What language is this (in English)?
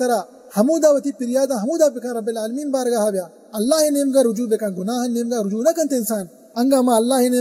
Baluchi